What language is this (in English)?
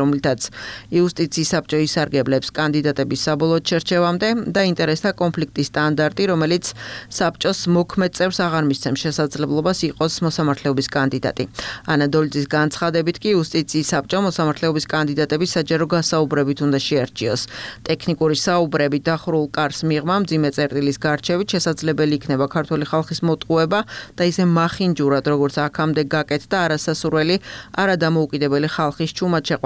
Georgian